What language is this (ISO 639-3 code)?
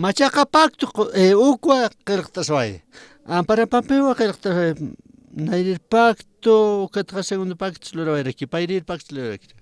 aym